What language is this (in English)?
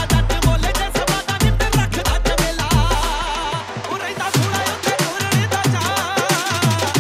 Punjabi